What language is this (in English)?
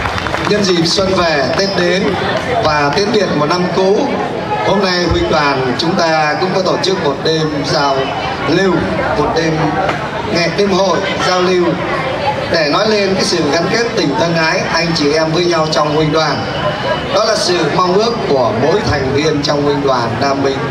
Vietnamese